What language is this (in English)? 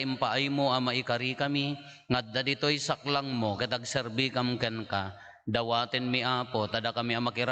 Iloko